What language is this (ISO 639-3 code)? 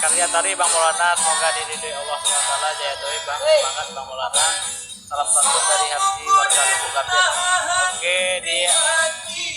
min